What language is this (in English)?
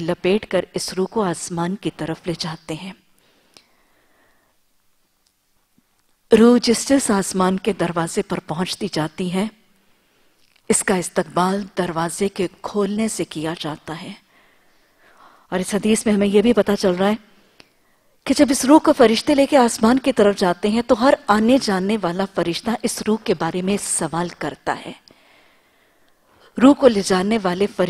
Urdu